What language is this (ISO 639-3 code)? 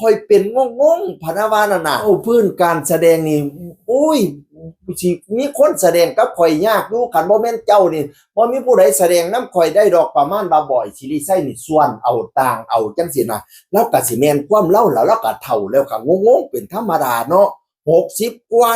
tts